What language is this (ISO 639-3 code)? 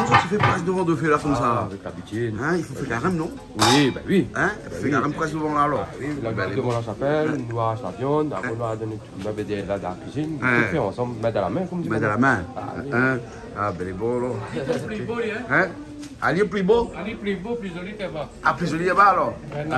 rcf